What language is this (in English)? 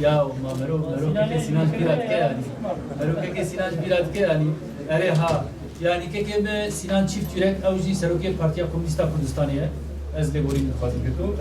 Kurdish